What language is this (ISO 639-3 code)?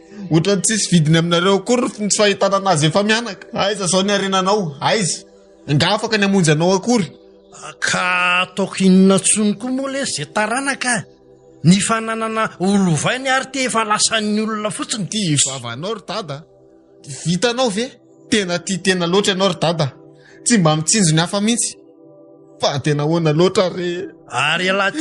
mlg